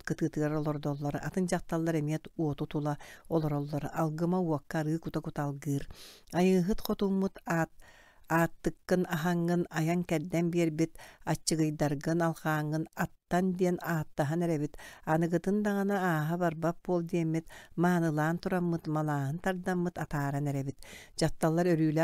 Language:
Yakut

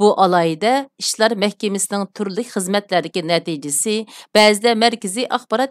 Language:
Uyghur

